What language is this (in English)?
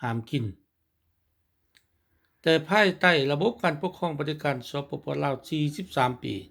Lao